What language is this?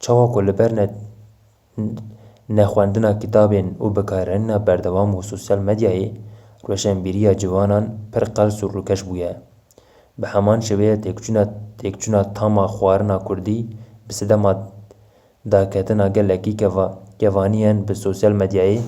Kurdish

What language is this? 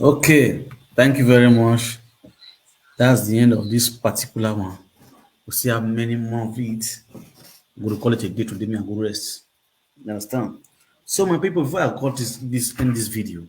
Nigerian Pidgin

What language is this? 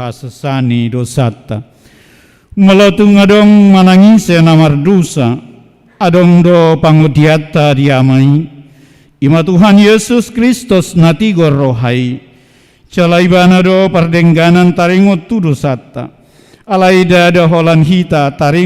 Batak Toba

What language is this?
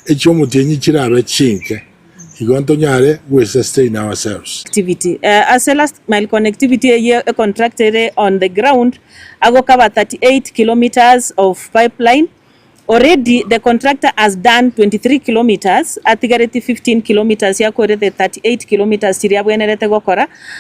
Gusii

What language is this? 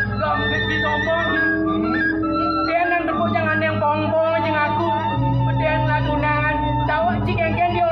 Balinese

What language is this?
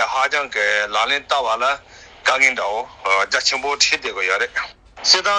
Tibetan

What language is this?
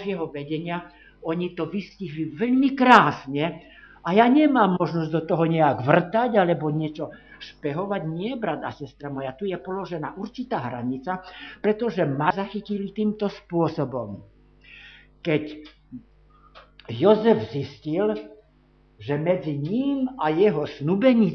Slovak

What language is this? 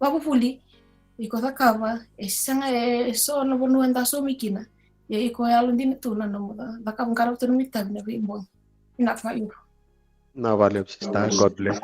Fijian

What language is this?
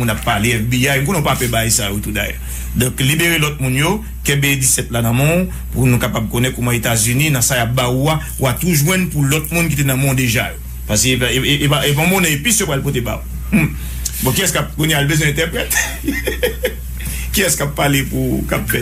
Haitian Creole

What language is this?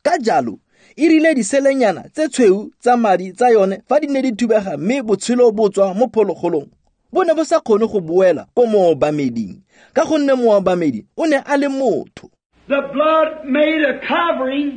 Tswana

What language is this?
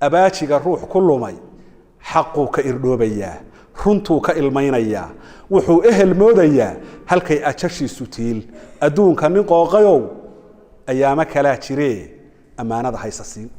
Somali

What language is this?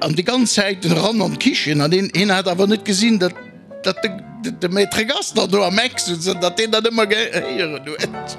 Luxembourgish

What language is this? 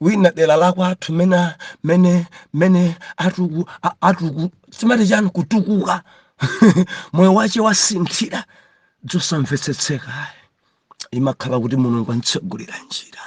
Nyanja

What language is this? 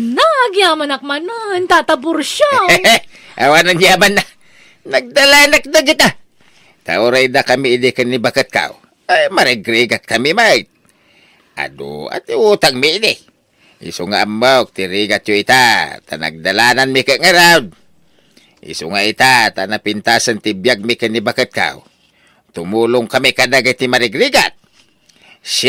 Iloko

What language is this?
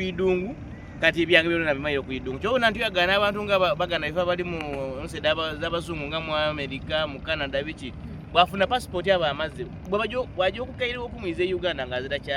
Soga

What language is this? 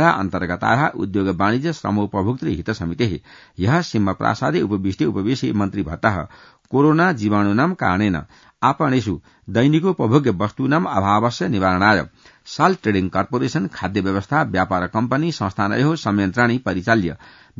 Sanskrit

